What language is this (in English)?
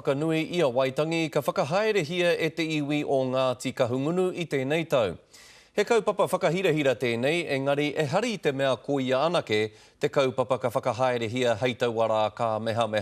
Māori